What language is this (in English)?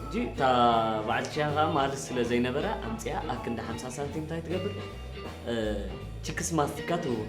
Tigrinya